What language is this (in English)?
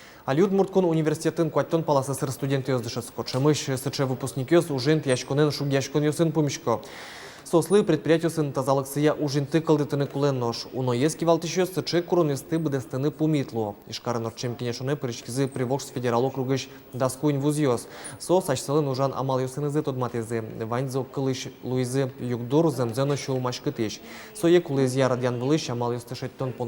Udmurt